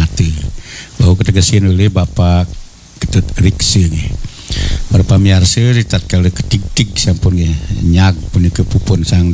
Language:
Balinese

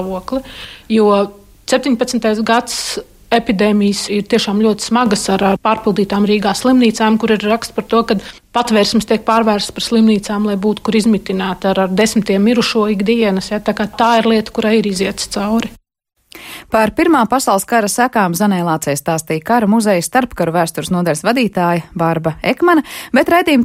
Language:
Latvian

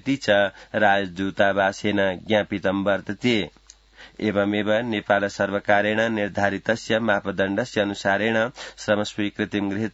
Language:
Sanskrit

